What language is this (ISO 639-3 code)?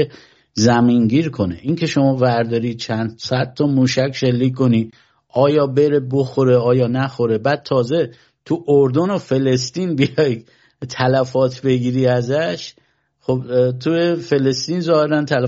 fas